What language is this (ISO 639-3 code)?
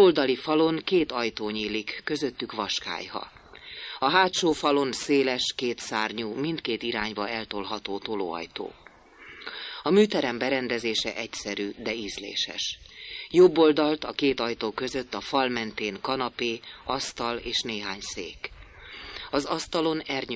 hun